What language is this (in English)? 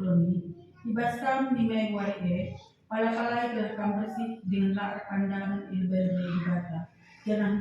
Batak Karo